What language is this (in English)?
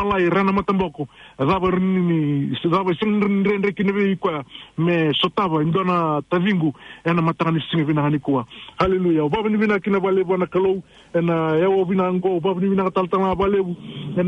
Fijian